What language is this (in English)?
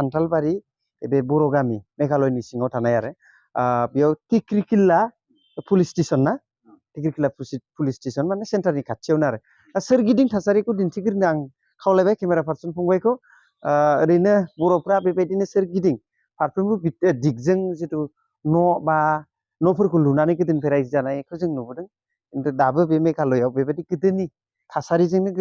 Bodo